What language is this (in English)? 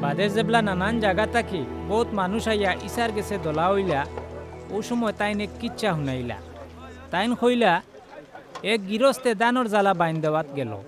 Sylheti